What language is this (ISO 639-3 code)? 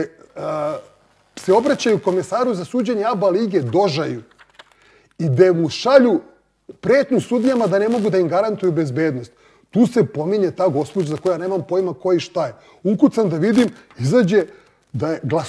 srp